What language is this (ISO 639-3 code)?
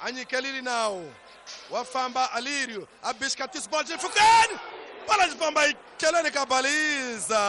tso